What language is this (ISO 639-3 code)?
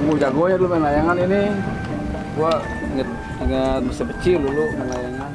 bew